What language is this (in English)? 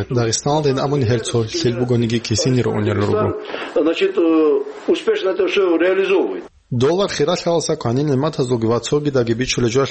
Avaric